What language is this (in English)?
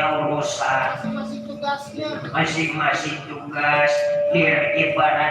Betawi